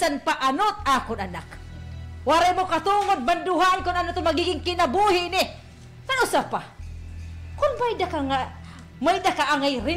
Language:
Waray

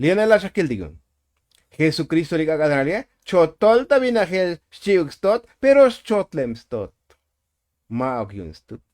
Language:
Tzotzil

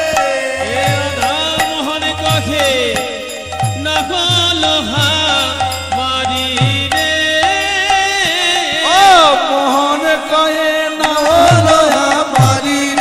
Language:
Bangla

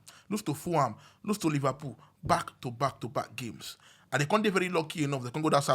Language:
Nigerian Pidgin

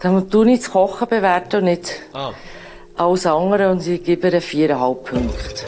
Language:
Swiss German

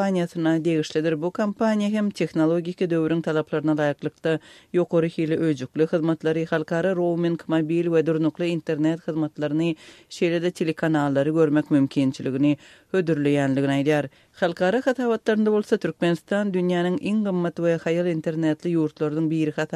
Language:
Turkmen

